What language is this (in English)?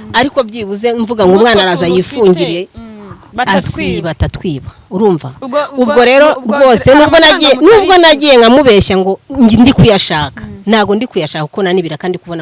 Kinyarwanda